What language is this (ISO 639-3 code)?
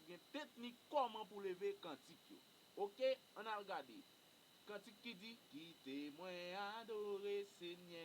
hat